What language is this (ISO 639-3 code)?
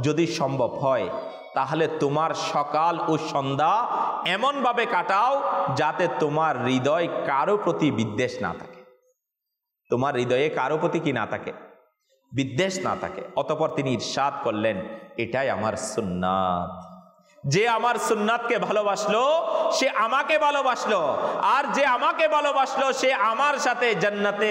ben